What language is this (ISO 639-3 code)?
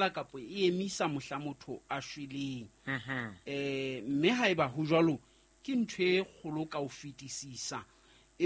sot